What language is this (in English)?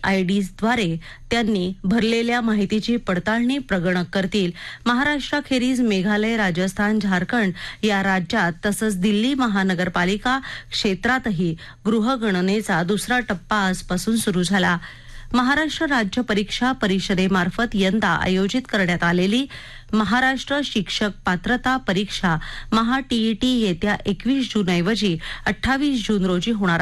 Marathi